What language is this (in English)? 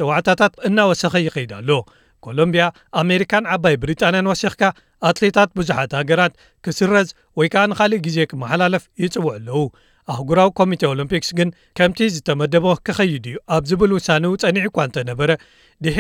Tigrinya